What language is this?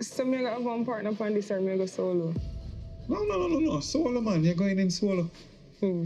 Jamaican Creole English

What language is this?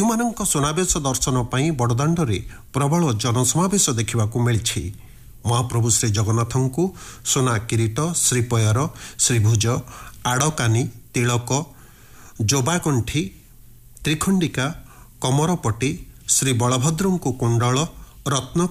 Odia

